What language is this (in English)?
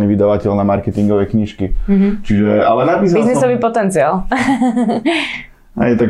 Slovak